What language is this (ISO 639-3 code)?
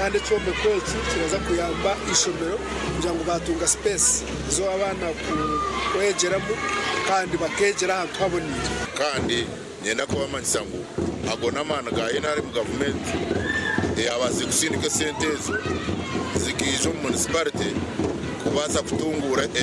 nyn